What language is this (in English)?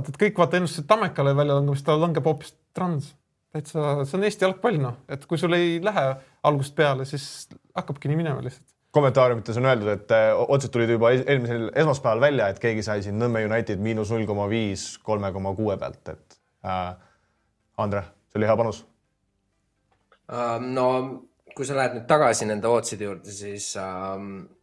Estonian